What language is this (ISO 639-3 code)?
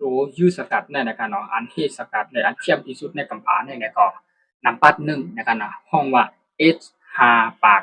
shn